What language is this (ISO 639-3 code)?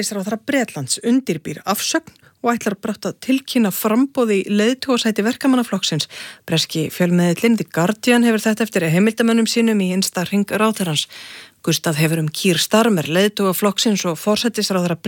isl